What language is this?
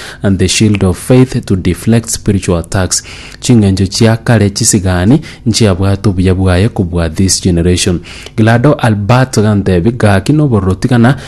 Gusii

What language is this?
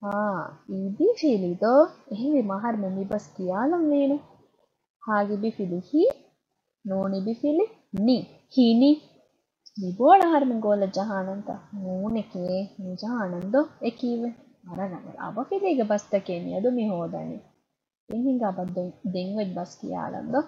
Divehi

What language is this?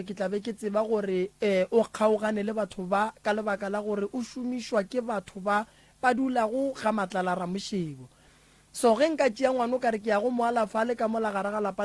Northern Sotho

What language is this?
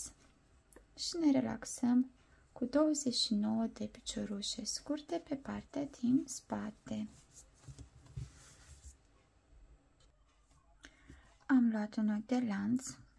Romanian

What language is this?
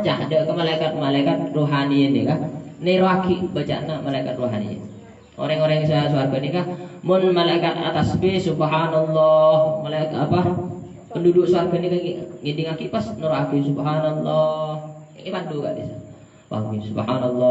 Madurese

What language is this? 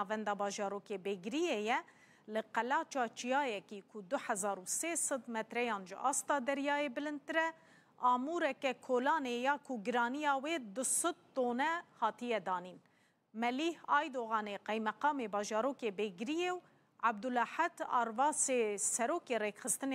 Kurdish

